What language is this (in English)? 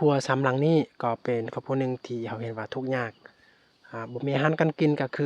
Lao